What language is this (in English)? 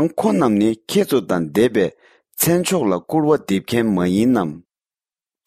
Tibetan